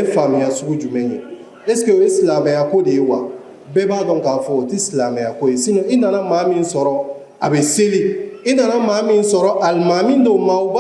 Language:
Bambara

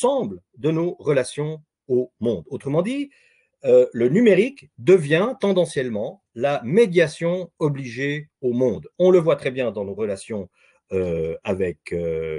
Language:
French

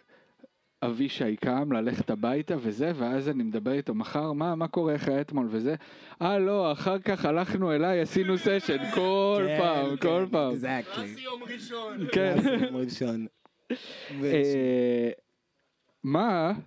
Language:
Hebrew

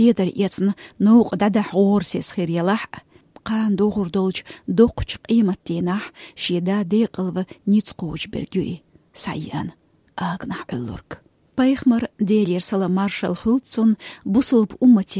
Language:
Chechen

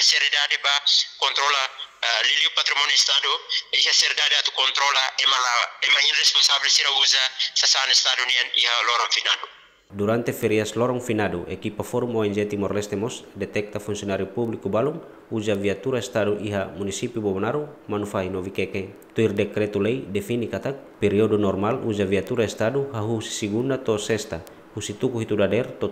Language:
Tetum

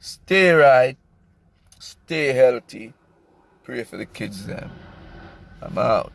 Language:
Jamaican Creole English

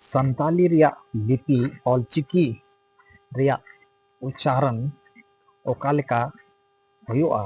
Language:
Santali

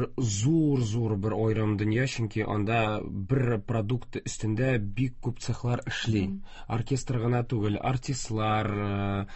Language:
Tatar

